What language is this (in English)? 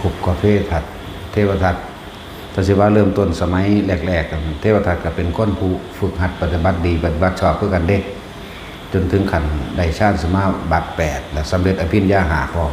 Northeastern Thai